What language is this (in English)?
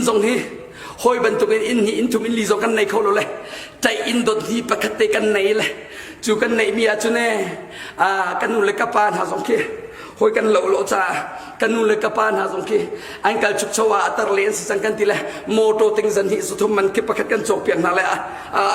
Hakha Chin